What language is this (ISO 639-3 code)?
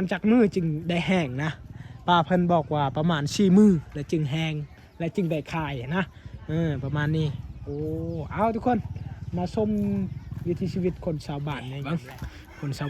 lao